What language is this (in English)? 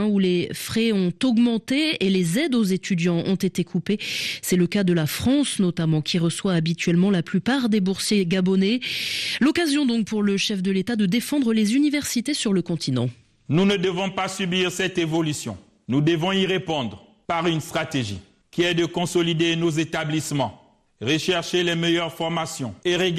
French